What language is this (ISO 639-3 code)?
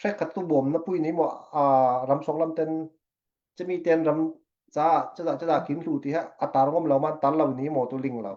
cfm